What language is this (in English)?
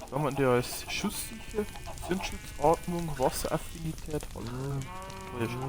Bavarian